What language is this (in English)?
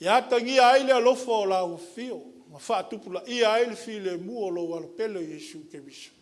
Samoan